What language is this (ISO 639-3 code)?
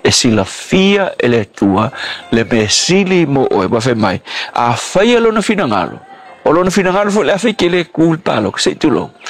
smo